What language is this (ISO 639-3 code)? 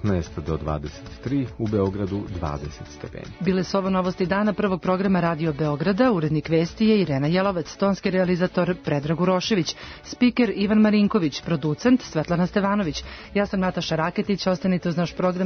srp